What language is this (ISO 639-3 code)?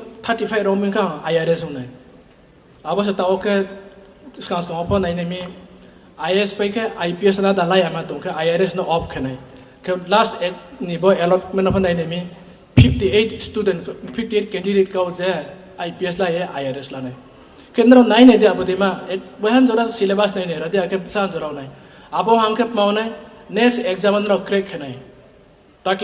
ria